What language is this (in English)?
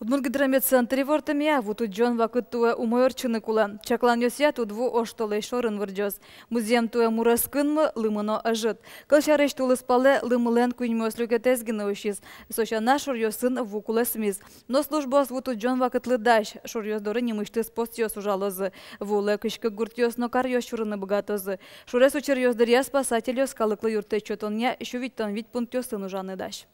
Udmurt